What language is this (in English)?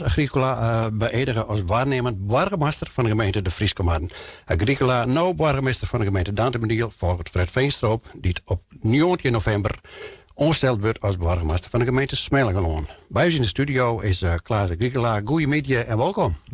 Western Frisian